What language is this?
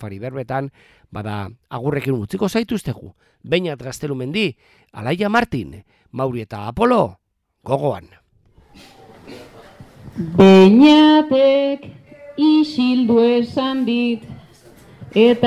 Basque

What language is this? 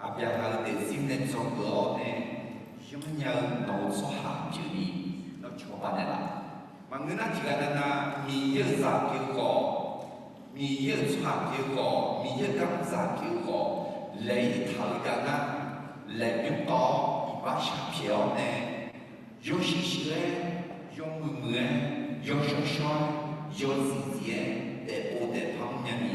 Akha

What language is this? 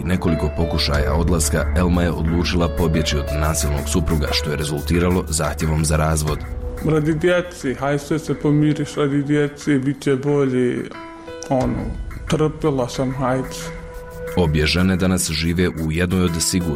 Bosnian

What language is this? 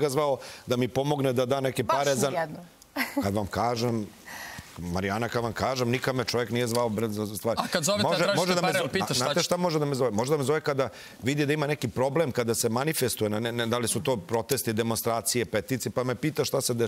Serbian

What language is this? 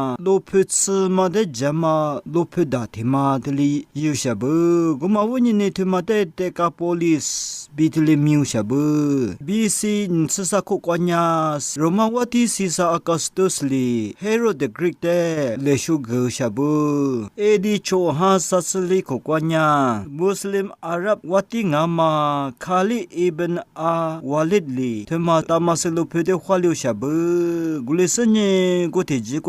Lisu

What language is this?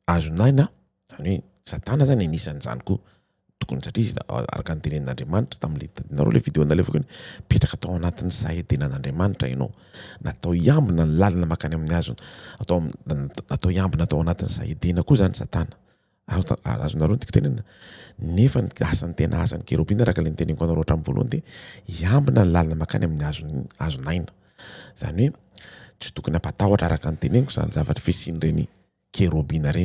Malagasy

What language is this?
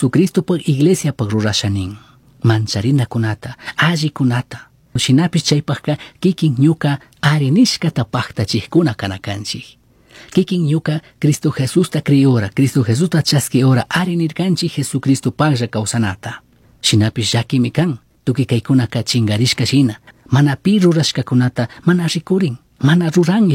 Chimborazo Highland Quichua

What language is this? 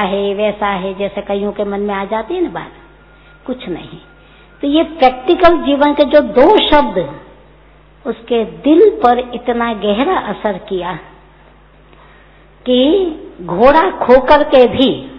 Hindi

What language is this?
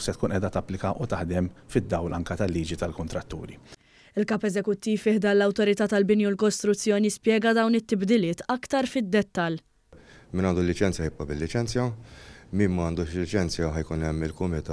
Maltese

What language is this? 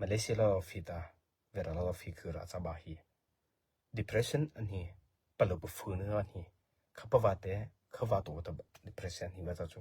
Mara Chin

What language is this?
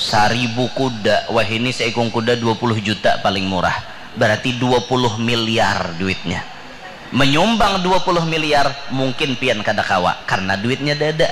Banjar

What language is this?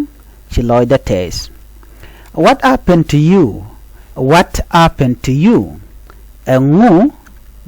Nuer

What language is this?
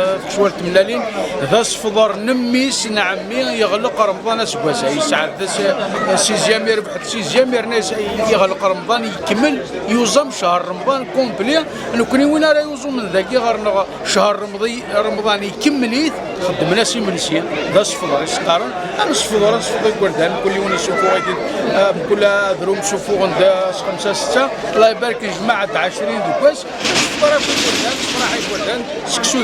Kabyle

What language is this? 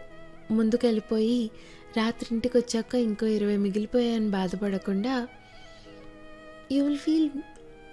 Telugu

